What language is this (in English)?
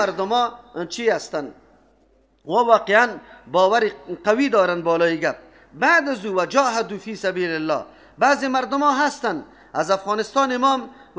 Persian